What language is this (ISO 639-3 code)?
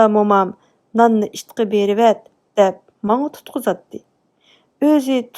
uig